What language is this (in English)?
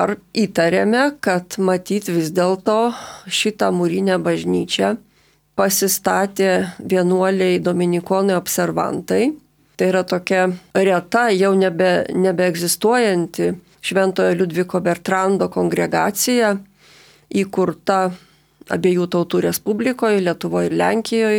Lithuanian